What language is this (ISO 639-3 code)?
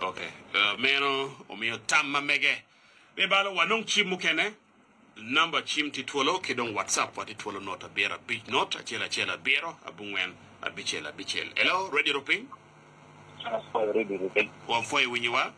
ach